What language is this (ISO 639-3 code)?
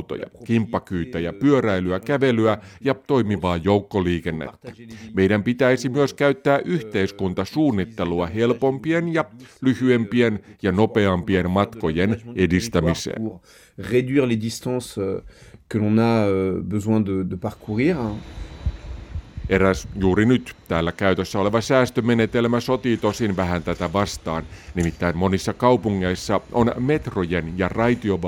fin